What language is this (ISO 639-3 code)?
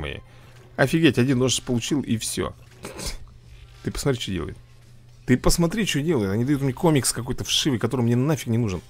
rus